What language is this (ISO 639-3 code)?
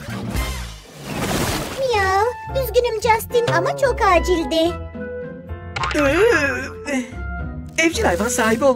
tur